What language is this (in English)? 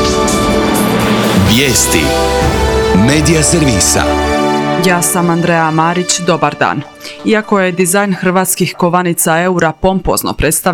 Croatian